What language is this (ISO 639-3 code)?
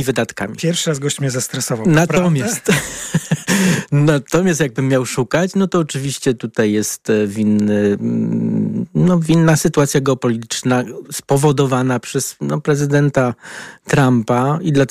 pol